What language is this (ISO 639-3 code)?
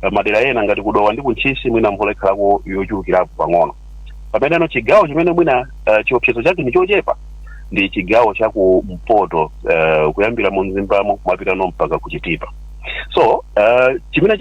nya